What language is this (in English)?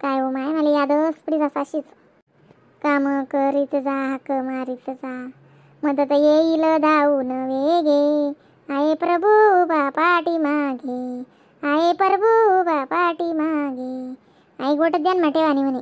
Khandesi